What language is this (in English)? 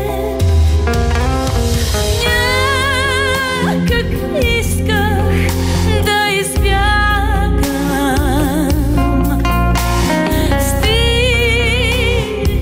Bulgarian